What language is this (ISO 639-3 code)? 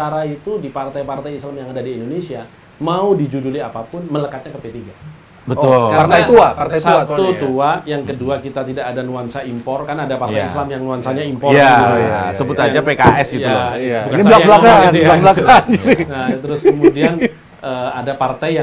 ind